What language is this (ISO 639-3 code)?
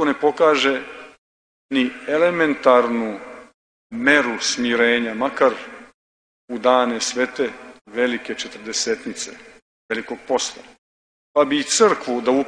srp